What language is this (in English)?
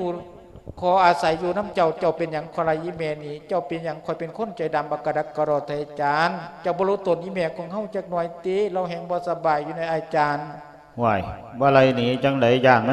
Lao